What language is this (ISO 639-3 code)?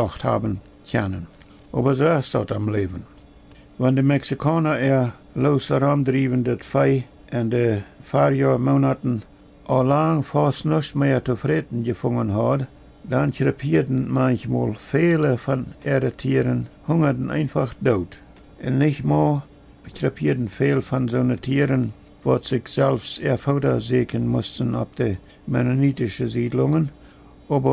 pdt